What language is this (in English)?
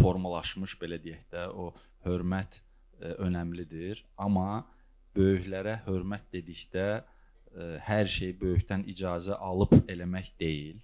Azerbaijani